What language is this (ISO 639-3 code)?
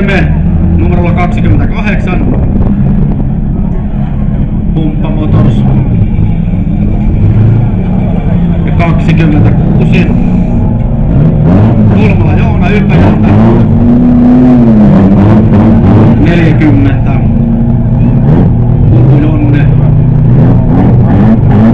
fin